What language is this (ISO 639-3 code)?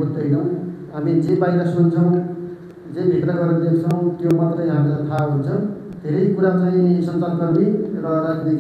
nep